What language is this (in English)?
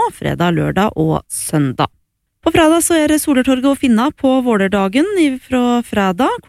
Norwegian